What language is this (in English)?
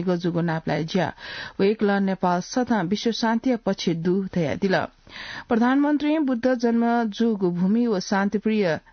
Newari